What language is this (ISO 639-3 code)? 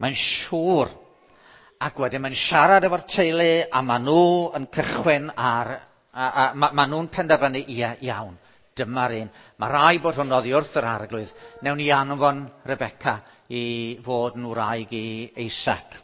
cym